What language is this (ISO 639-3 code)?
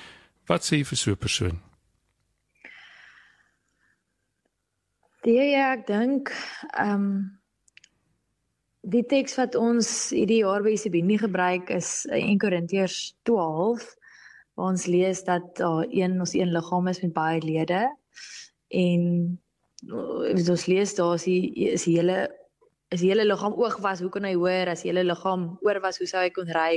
afr